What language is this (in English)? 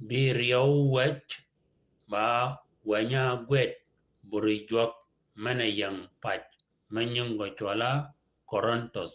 Shilluk